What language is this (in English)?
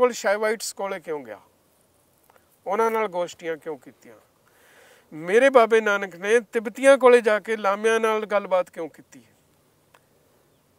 Punjabi